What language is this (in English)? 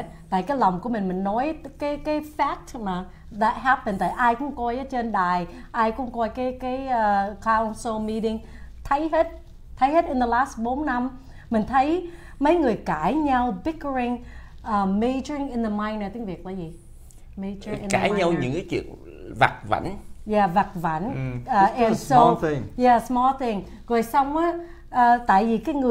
Vietnamese